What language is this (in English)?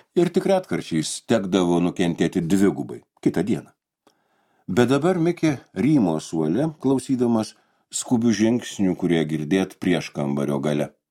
Lithuanian